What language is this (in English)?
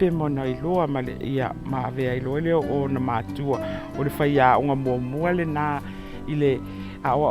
Samoan